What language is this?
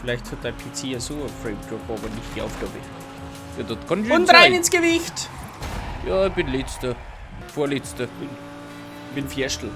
Bavarian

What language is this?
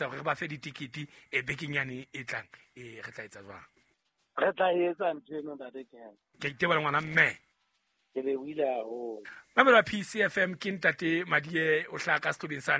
Southern Sotho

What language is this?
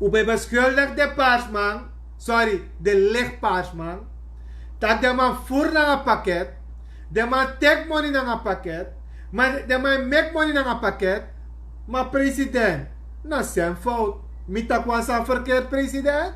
Sranan Tongo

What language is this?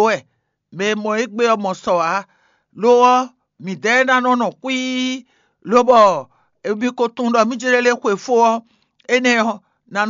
Fon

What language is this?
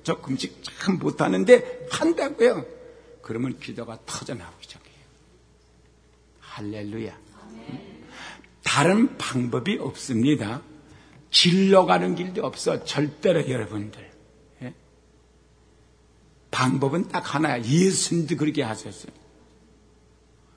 Korean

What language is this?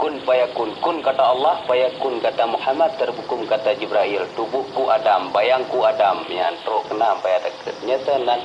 Achinese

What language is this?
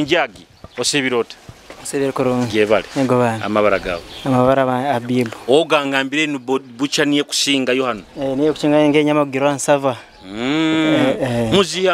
Nyoro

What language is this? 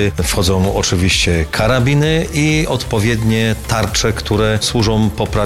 Polish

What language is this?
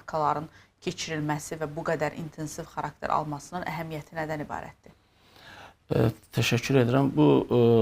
Azerbaijani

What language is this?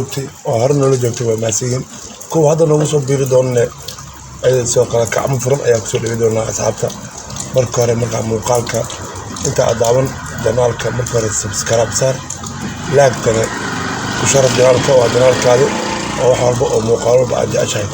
Somali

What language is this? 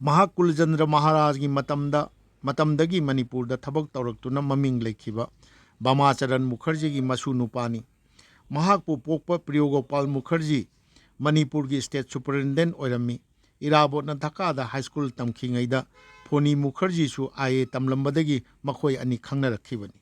Manipuri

